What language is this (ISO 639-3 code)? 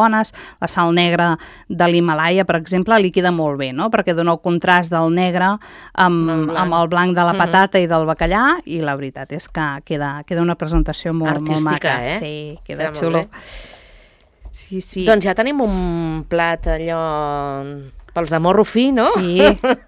cat